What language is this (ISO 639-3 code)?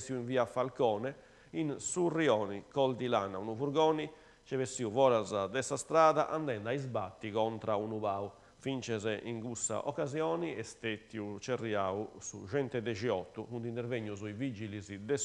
srd